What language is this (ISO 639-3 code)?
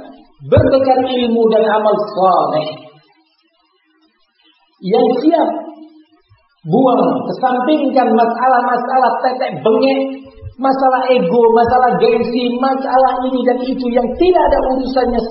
ind